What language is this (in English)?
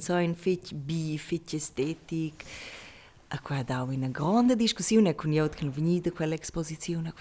Romansh